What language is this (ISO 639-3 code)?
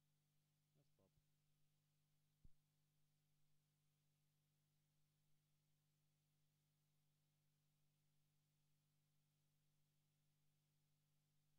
fin